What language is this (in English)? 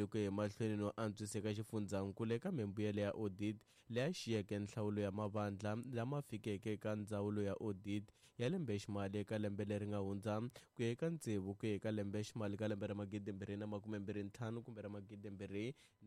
Tsonga